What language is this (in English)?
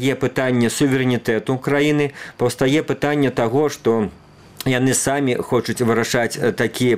Belarusian